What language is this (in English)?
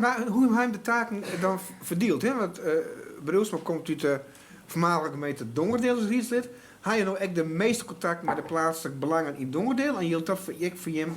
Western Frisian